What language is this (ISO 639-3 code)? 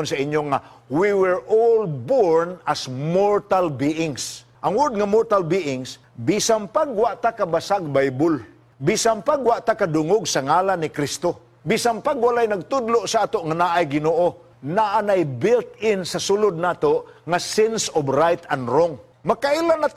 ceb